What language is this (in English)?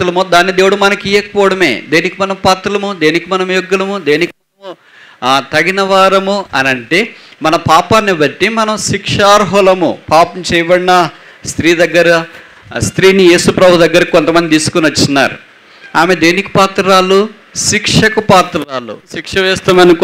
Telugu